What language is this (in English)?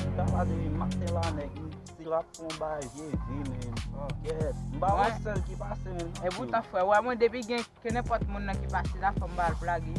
Haitian Creole